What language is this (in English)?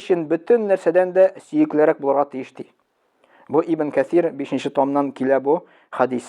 Tatar